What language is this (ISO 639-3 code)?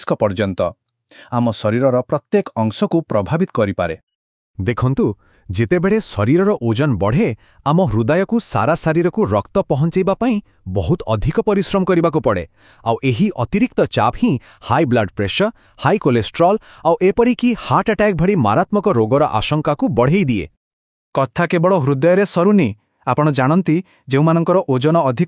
ori